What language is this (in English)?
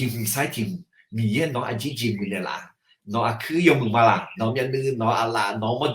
Akha